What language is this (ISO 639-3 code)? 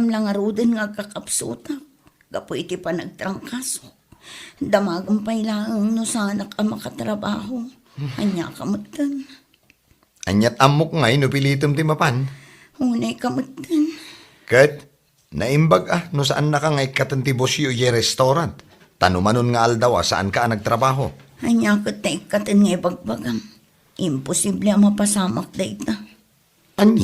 ilo